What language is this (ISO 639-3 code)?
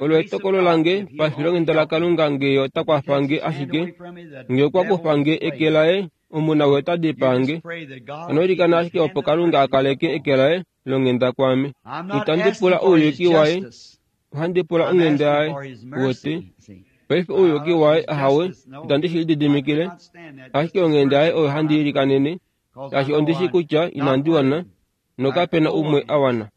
kua